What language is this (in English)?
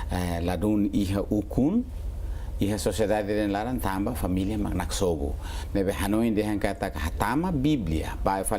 Tetum